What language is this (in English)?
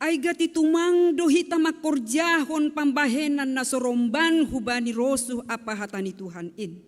Batak Simalungun